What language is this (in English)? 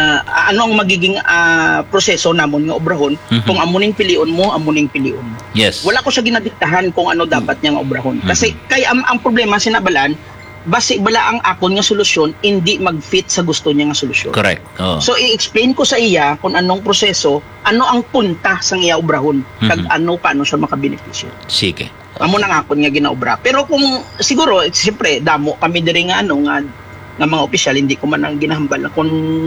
Hiligaynon